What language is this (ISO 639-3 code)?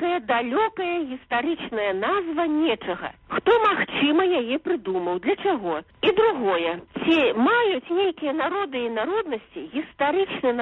bel